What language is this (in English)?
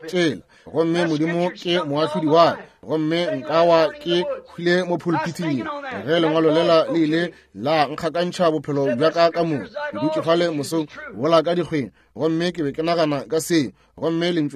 Northern Sotho